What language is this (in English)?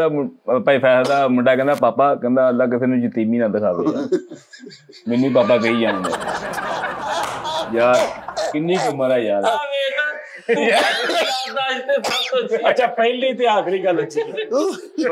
Punjabi